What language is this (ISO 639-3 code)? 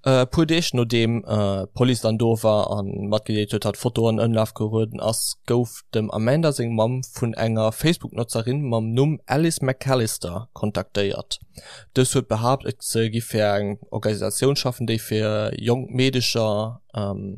ltz